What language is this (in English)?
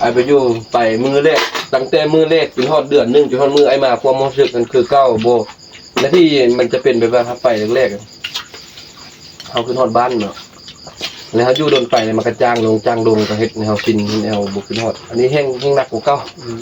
Northeastern Thai